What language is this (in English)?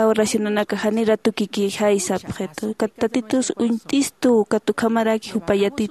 Aymara